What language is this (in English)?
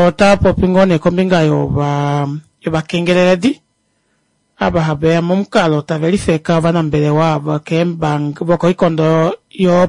Kuanyama